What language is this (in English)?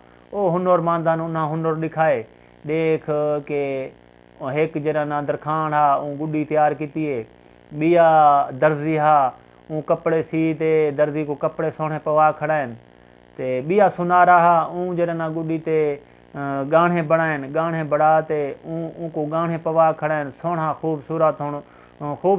Saraiki